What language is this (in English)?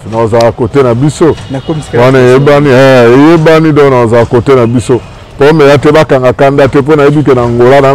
Lingala